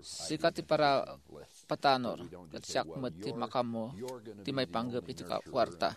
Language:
Iloko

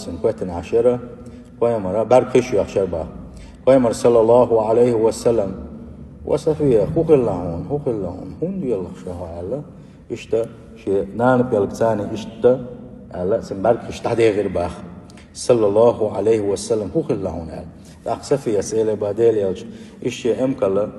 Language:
Chechen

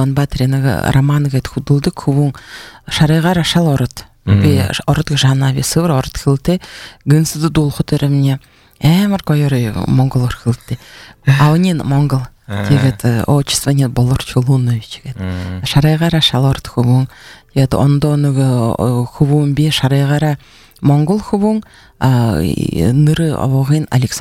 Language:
Buriat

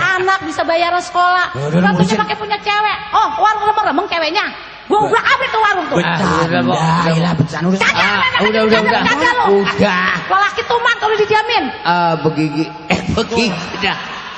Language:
Betawi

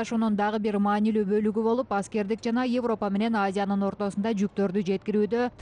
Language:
Kyrgyz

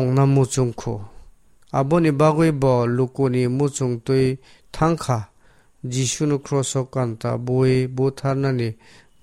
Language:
Kok Borok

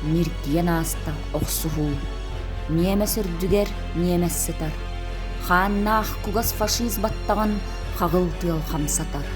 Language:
Yakut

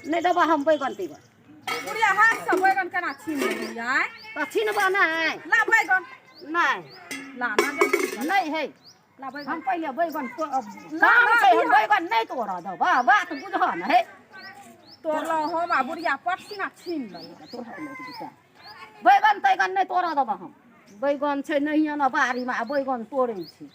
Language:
Maithili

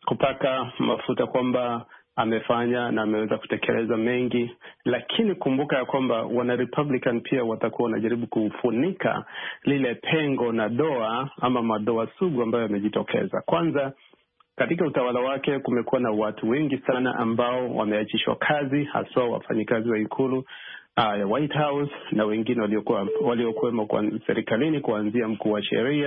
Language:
Swahili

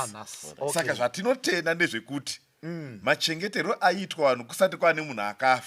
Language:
Shona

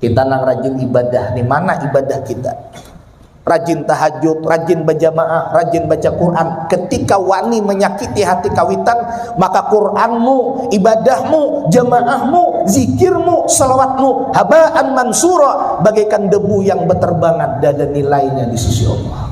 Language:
Banjar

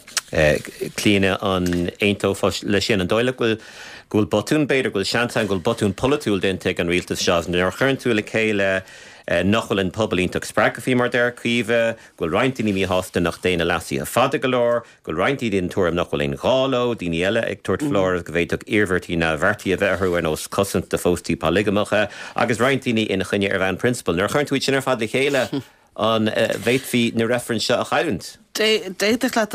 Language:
Irish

